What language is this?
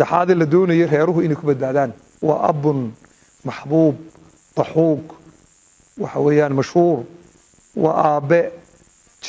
Somali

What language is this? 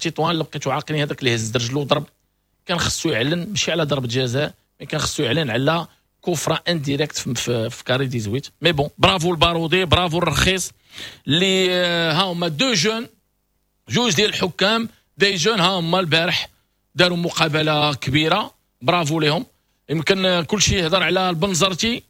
Moroccan Arabic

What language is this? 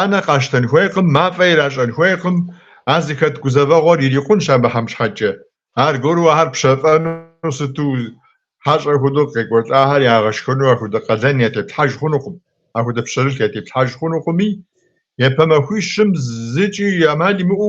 Kabardian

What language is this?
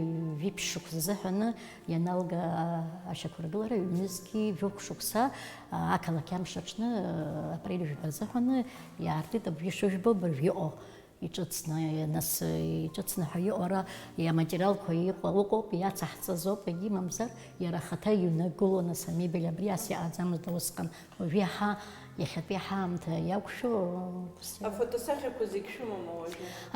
Abkhazian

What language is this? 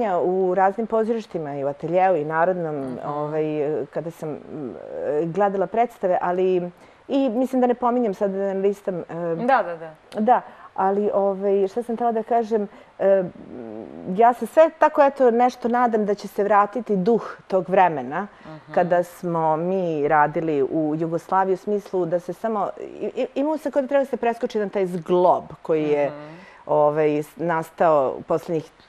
Serbian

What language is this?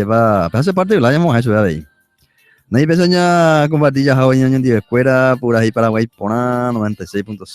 Guarani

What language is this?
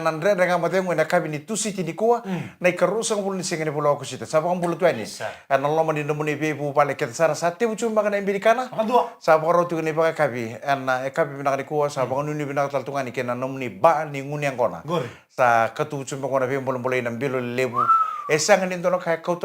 Fijian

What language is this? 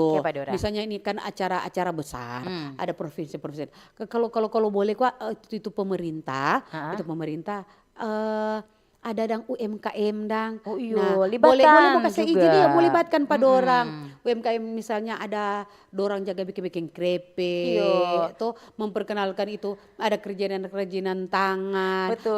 Manado Malay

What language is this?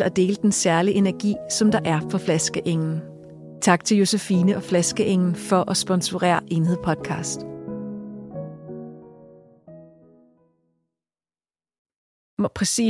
Danish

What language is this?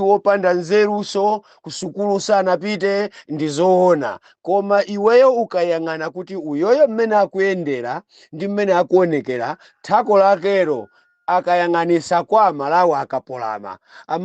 Nyanja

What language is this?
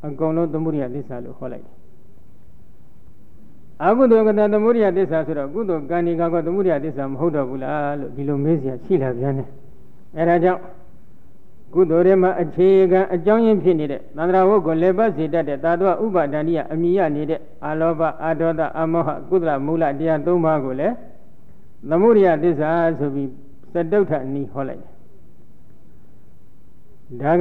Burmese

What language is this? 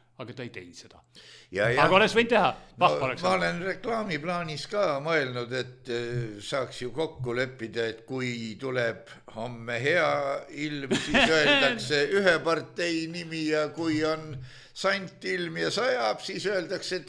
Estonian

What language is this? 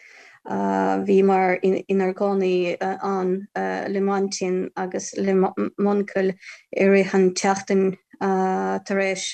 Irish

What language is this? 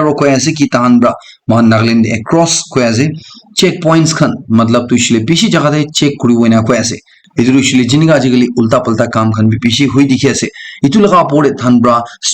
Naga Pidgin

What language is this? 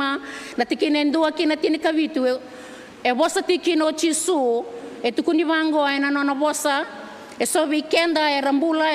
Fijian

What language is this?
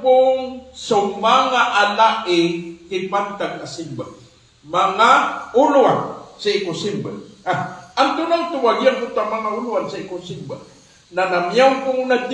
Maranao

